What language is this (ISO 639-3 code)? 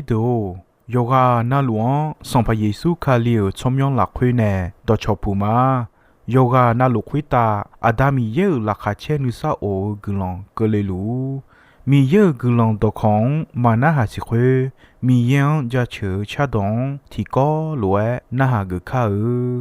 ahk